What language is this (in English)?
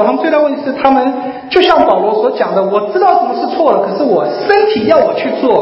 Chinese